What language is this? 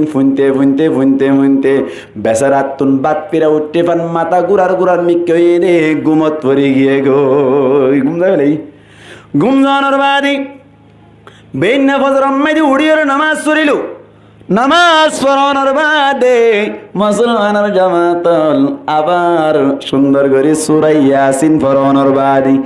Rohingya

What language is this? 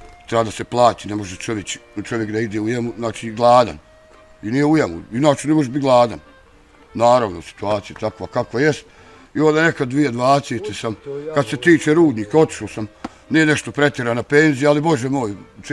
Bosnian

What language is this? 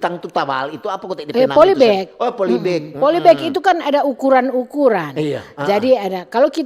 Manado Malay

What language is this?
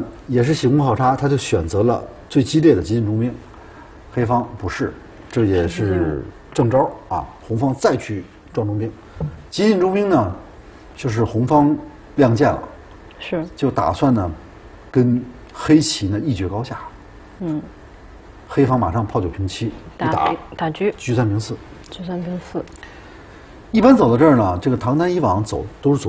Chinese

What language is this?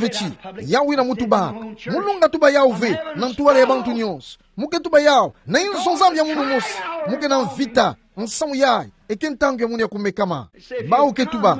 Kituba (Democratic Republic of Congo)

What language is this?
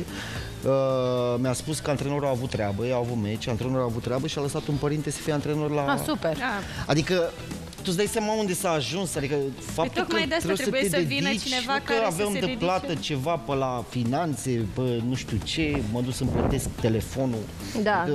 Romanian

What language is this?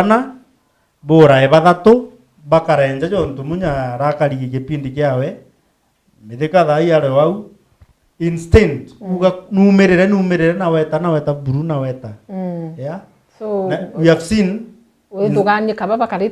Meru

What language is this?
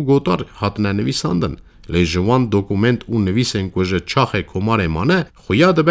Kurdish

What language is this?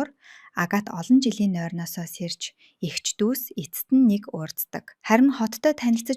Mongolian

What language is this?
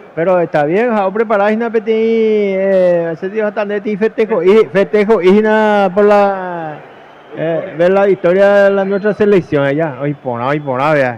Guarani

